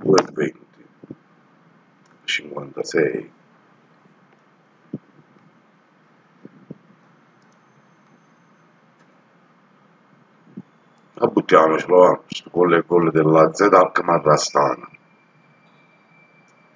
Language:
Italian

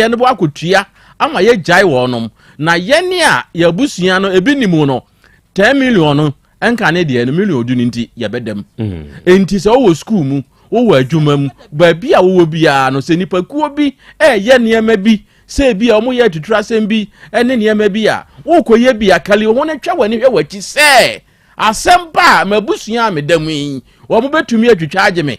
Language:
Akan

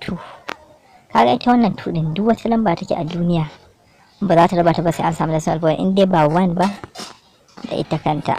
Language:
Hausa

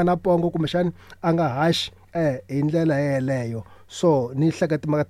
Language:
Tsonga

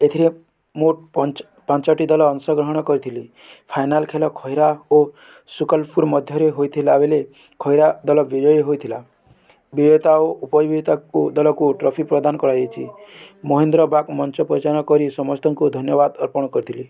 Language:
Odia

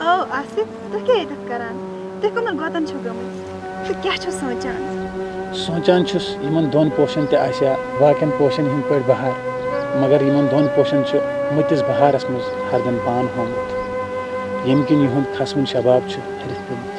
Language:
Kashmiri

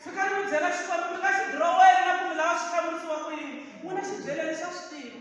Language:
Tsonga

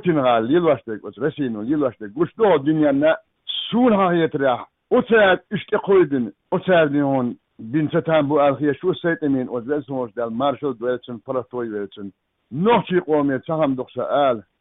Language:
Chechen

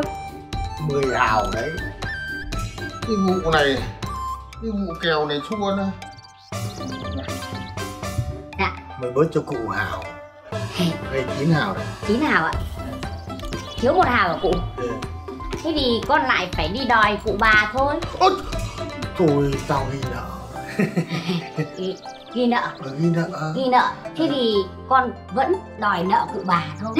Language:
Vietnamese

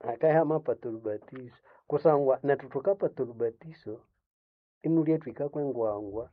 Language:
Nande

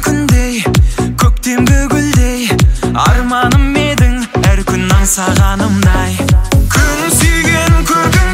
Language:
Kazakh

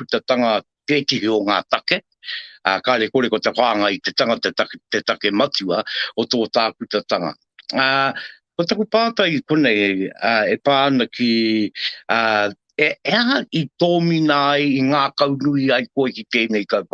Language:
Māori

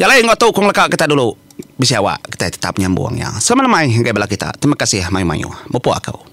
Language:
Iban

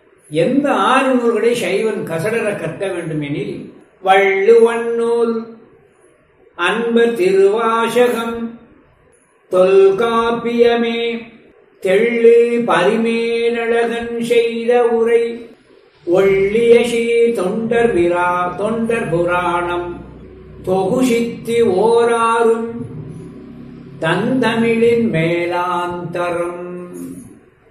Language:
Tamil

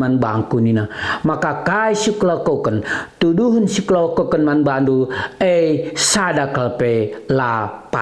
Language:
Batak Karo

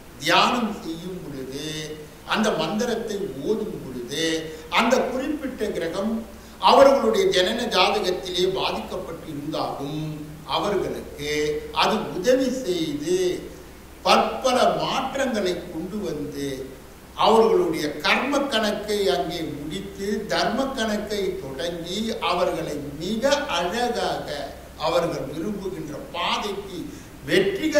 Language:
Tamil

